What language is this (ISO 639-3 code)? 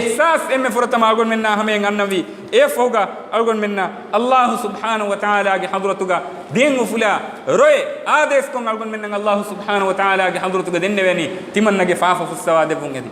div